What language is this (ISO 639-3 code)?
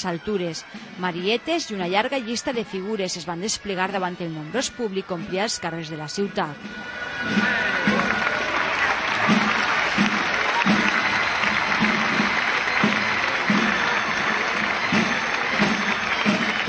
cat